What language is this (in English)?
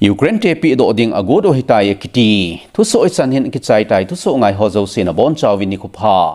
Thado Chin